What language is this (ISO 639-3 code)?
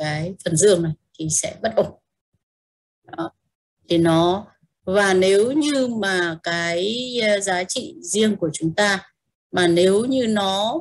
vie